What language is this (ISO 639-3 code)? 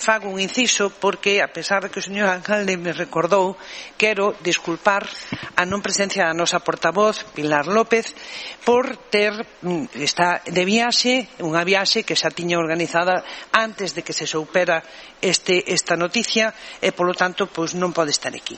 glg